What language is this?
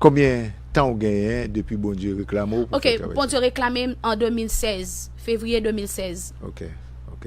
Haitian Creole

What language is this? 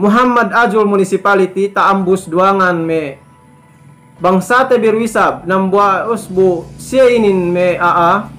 Yakan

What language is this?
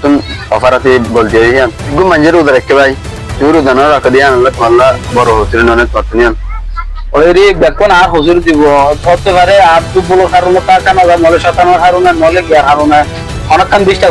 Rohingya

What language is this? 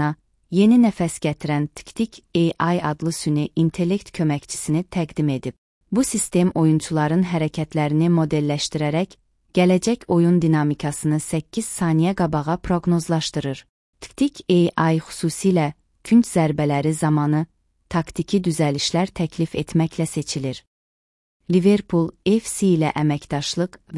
Azerbaijani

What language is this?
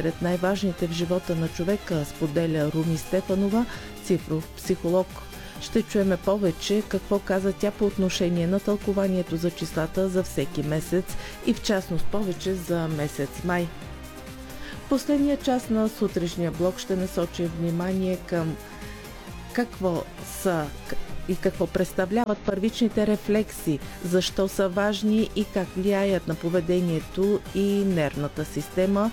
Bulgarian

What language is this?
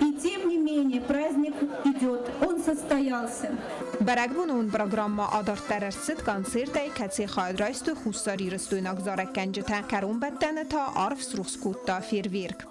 Ossetic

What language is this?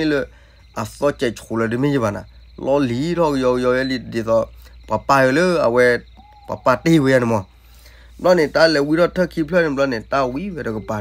S'gaw Karen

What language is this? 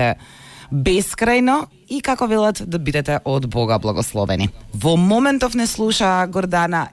Macedonian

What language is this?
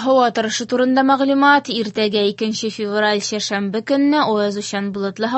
Tatar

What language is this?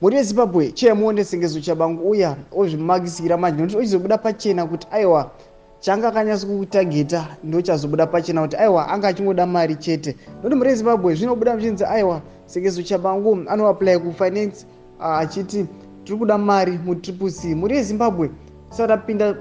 Shona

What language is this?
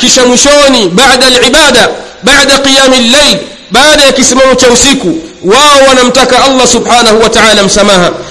Swahili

